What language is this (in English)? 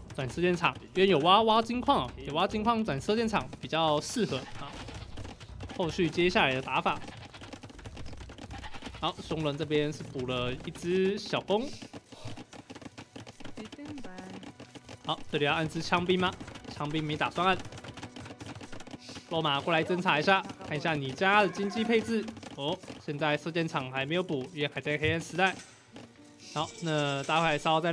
Chinese